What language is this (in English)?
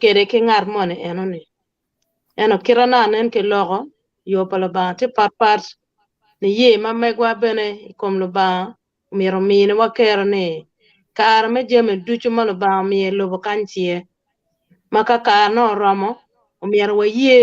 Acoli